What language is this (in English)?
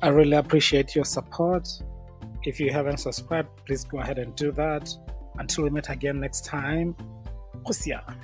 Tswana